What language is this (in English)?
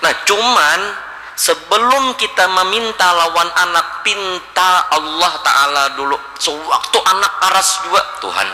Banjar